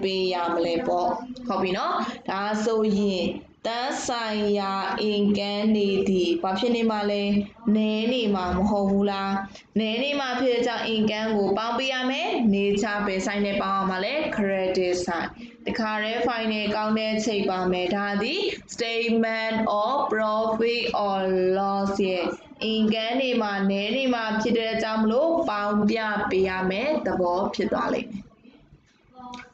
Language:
Burmese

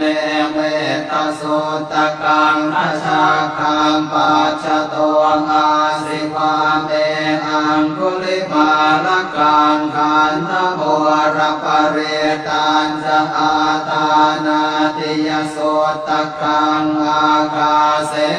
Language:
Pali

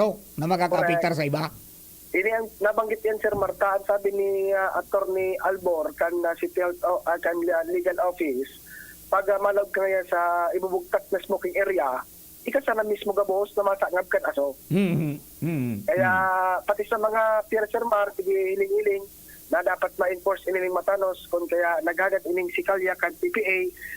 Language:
Bikol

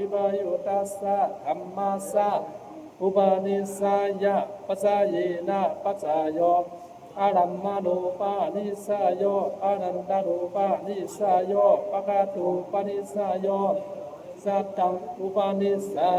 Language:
Pali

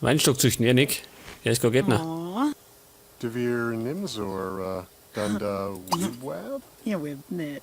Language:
Bavarian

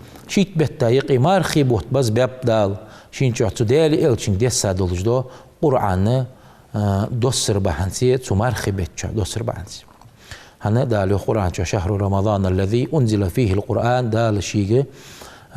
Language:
Ingush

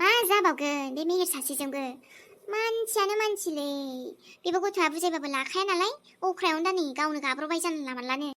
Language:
Bodo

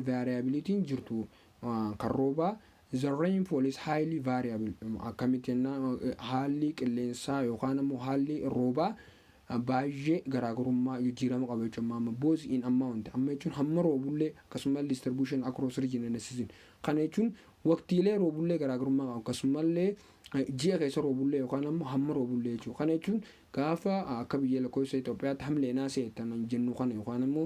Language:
Oromo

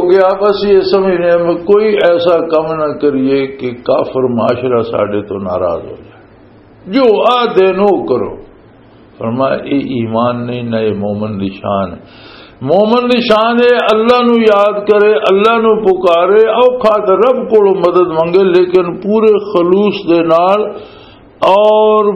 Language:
Western Panjabi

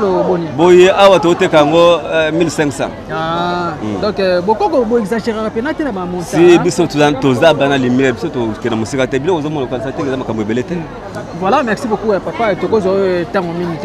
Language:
Lingala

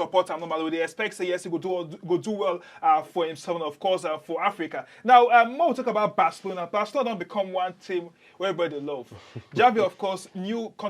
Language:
Nigerian Pidgin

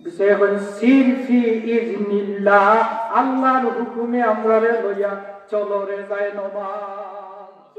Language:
Sylheti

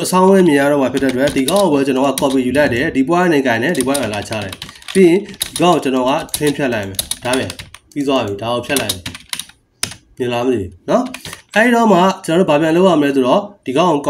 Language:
Burmese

